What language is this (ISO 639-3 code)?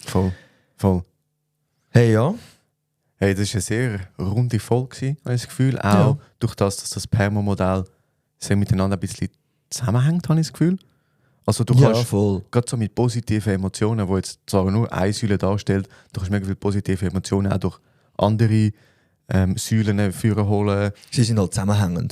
gsw